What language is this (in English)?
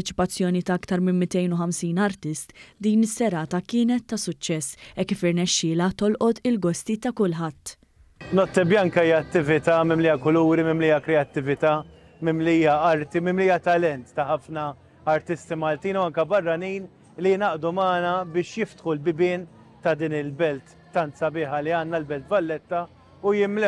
Maltese